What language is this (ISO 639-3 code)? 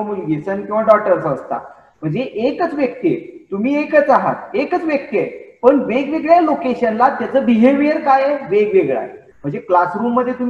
mar